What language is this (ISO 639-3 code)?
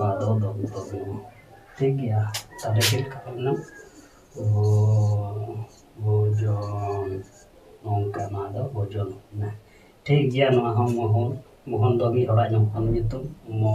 sat